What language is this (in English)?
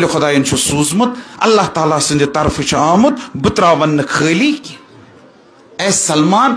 Kashmiri